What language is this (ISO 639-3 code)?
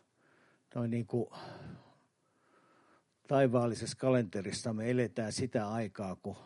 fin